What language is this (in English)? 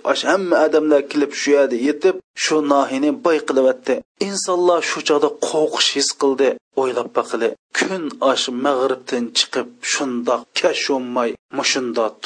Uyghur